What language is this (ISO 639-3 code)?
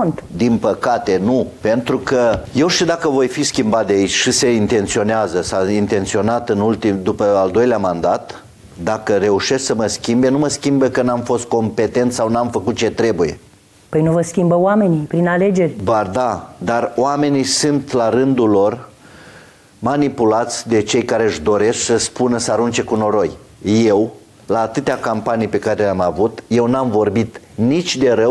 ron